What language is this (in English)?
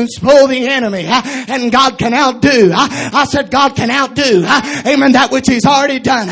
English